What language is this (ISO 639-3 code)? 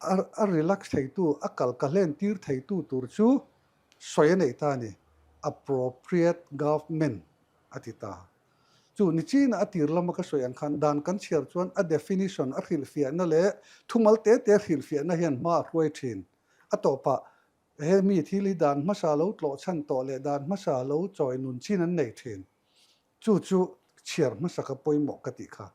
lus